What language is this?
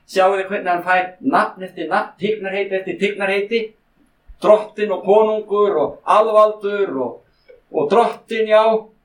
Icelandic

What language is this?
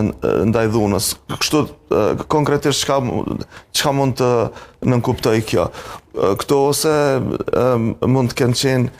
Albanian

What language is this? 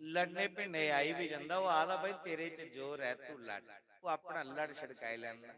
Dogri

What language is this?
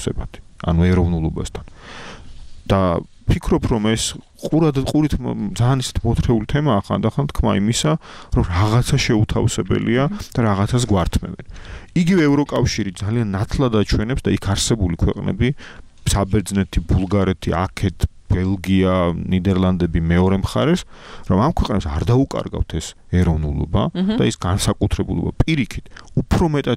Georgian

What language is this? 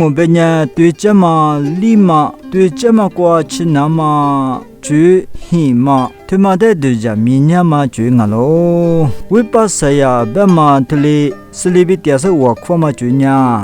Lisu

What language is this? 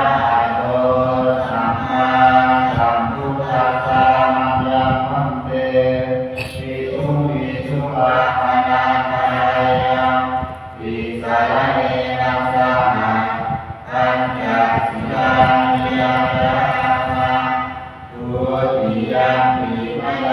Pali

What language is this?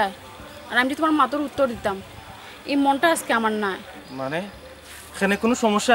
Sylheti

